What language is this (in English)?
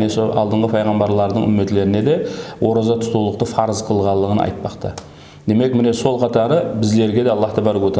Kara-Kalpak